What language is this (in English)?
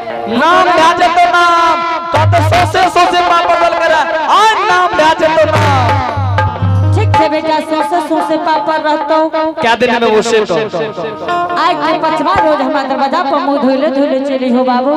Angika